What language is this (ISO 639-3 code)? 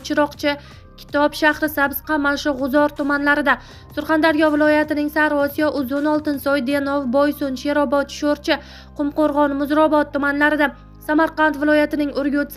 uzb